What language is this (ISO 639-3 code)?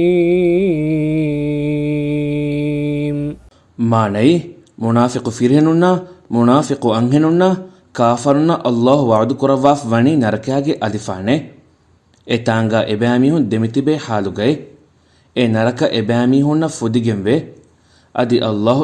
div